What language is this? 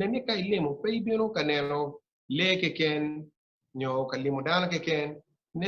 Acoli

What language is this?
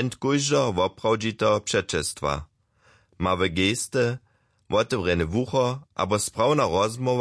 Upper Sorbian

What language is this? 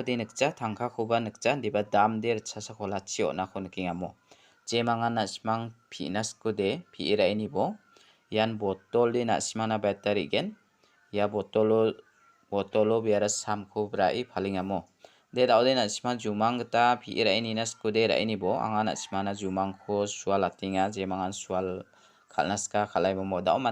Garo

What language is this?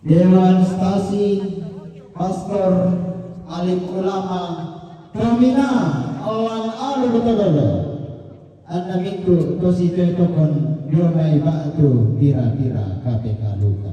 Toraja-Sa'dan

